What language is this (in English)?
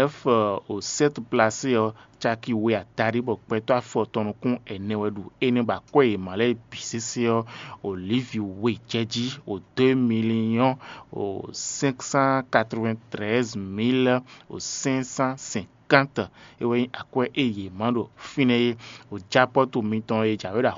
Fon